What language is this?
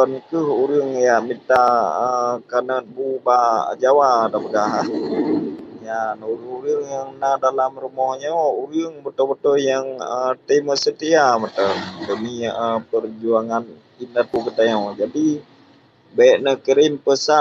Achinese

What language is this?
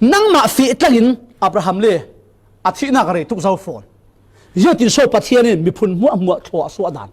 Falam Chin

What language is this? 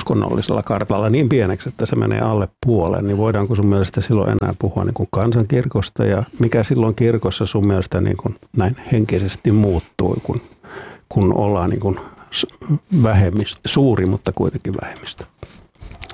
Finnish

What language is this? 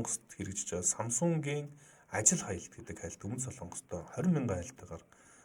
Mongolian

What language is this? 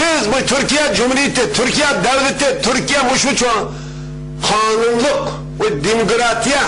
Uyghur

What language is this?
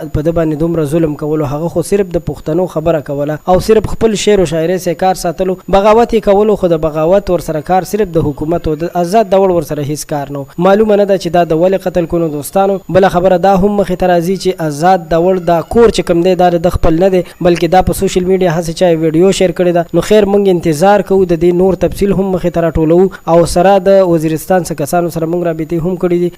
Pashto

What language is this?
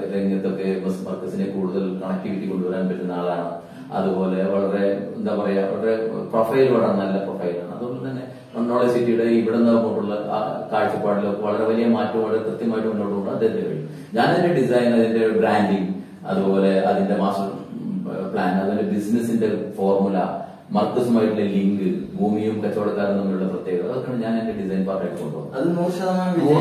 Malayalam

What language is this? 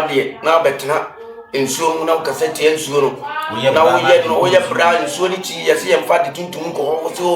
Akan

